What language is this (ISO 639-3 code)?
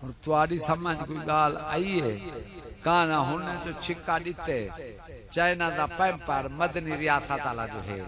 skr